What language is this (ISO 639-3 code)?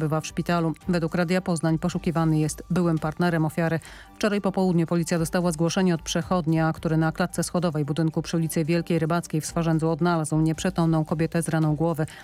pol